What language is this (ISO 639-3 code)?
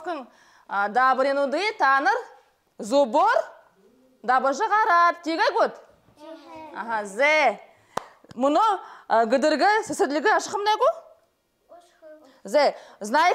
bua